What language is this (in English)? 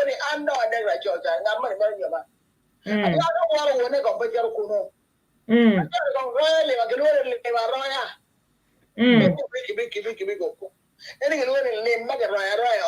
Acoli